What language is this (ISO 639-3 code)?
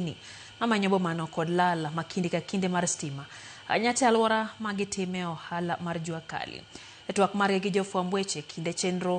luo